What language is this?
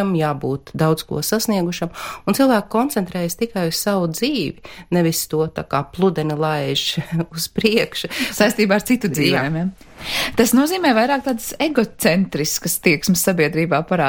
Latvian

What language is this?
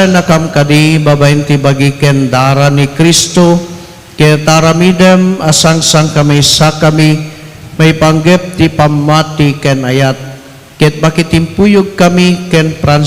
Iloko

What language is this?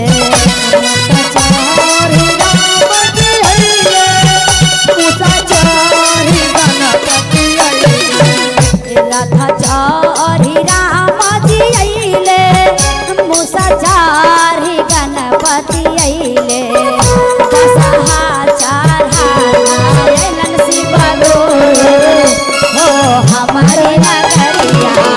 Magahi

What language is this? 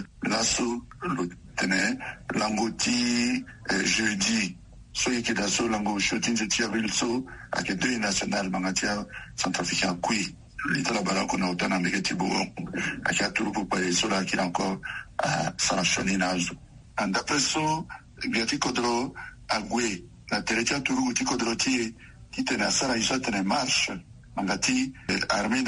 Sango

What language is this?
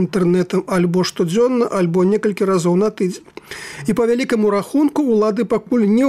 Belarusian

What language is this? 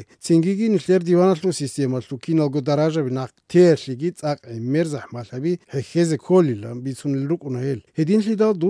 Avaric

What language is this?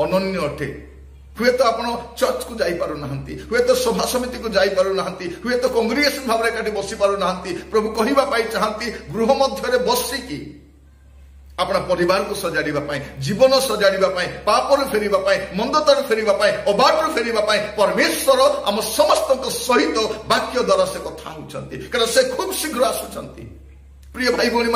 Odia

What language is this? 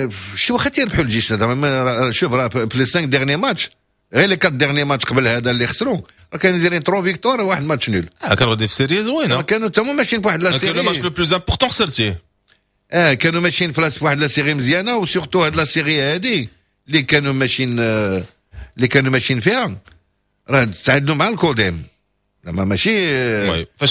Moroccan Arabic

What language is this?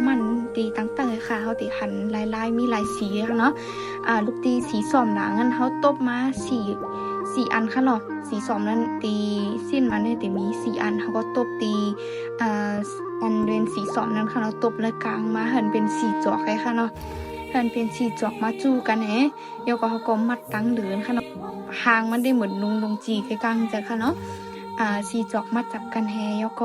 Shan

